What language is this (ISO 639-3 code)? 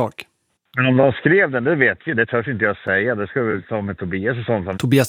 swe